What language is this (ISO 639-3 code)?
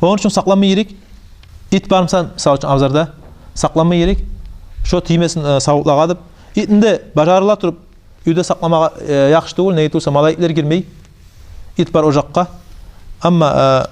kum